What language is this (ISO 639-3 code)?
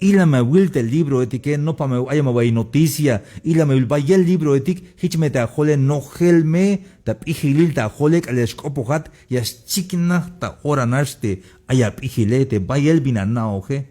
tzh